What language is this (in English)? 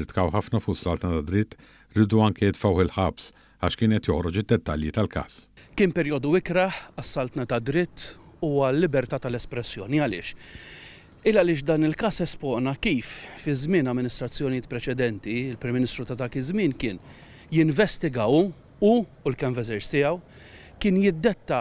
Maltese